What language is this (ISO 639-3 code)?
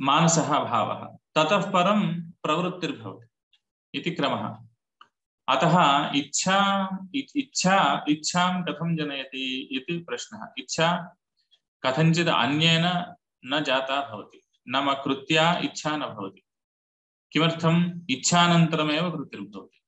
san